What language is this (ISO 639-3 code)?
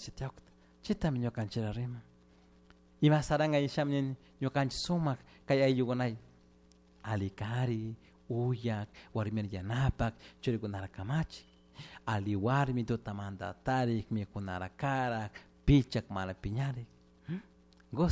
qug